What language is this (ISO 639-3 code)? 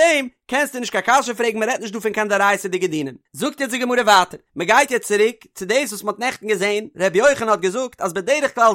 yid